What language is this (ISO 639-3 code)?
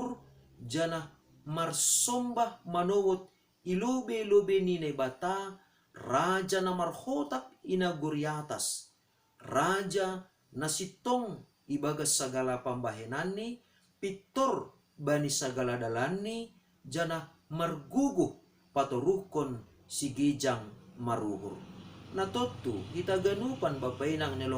bts